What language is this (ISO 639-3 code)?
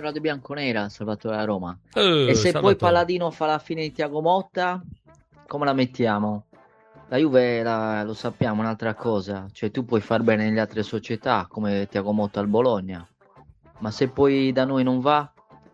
ita